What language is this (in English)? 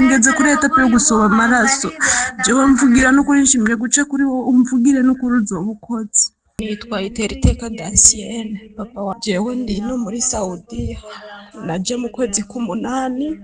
Rundi